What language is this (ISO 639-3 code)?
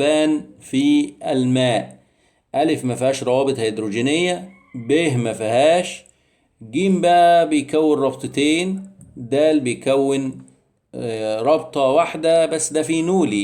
arz